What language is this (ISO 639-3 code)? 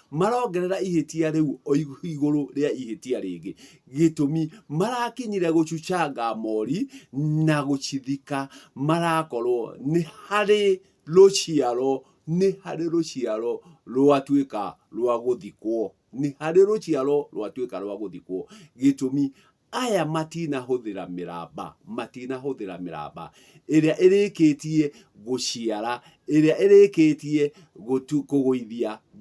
kik